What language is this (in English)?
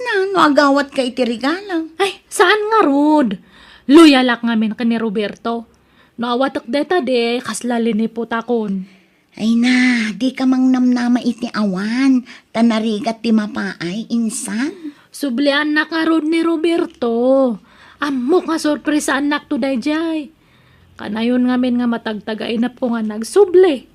Iloko